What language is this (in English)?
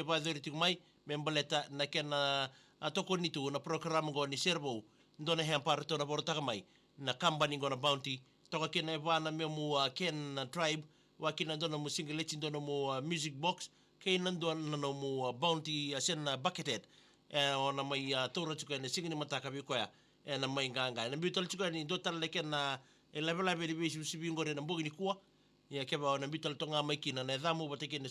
Fijian